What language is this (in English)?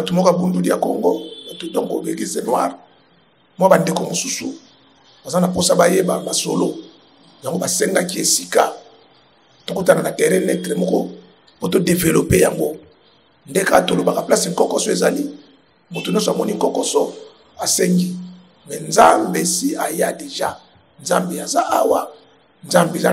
Lingala